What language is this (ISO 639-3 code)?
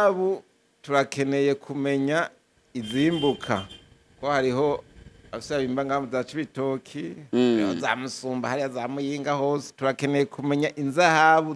run